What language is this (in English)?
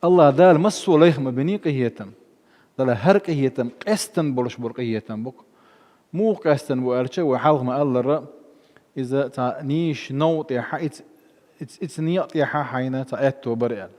Chechen